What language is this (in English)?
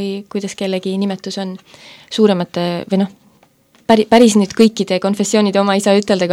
Estonian